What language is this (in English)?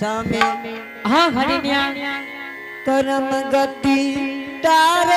Angika